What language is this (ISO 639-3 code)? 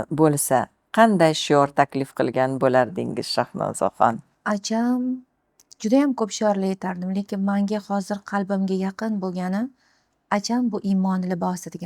uzb